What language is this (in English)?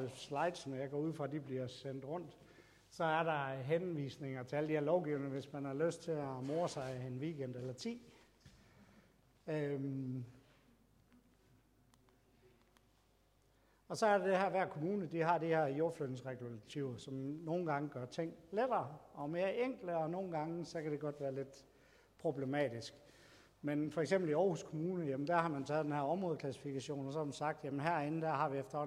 Danish